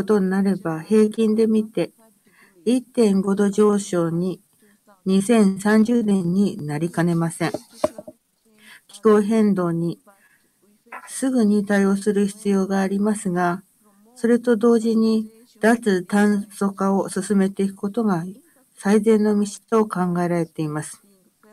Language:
Japanese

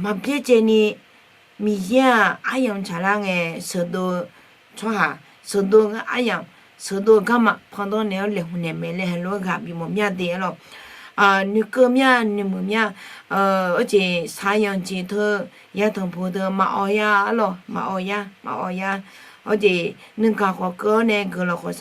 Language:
Akha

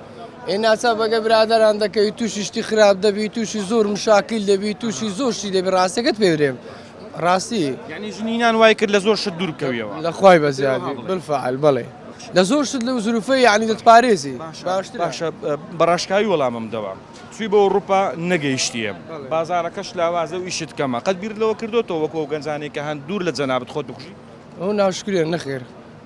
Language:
Central Kurdish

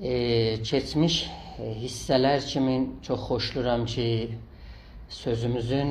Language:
South Azerbaijani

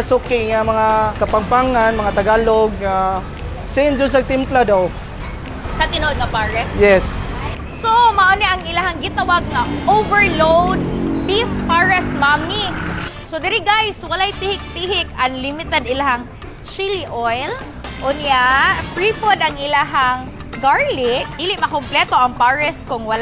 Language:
Cebuano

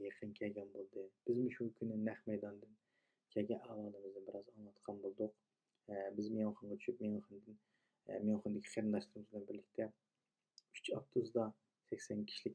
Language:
Uyghur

